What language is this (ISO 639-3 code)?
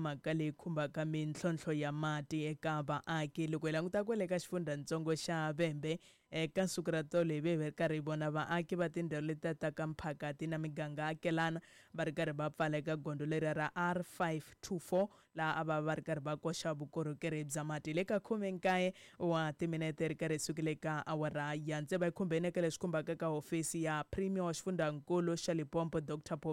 tso